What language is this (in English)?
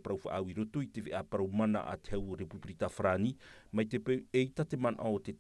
Tahitian